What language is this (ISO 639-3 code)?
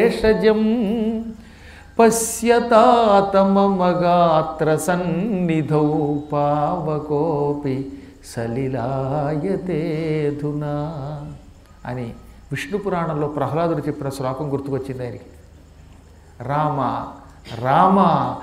tel